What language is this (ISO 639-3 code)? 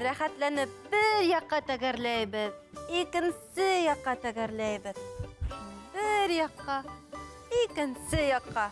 bak